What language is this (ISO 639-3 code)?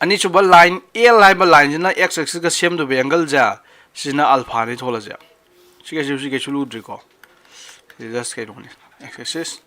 mni